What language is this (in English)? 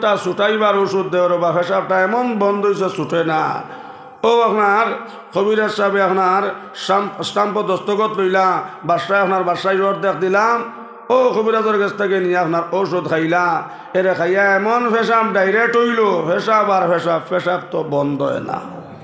Sylheti